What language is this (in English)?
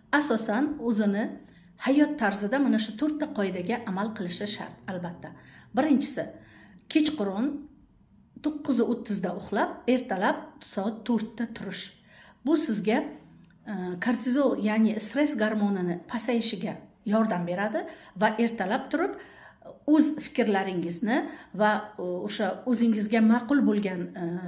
Uzbek